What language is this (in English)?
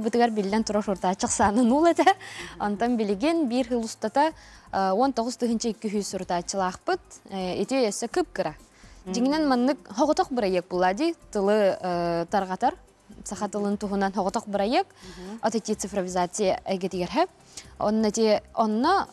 Yakut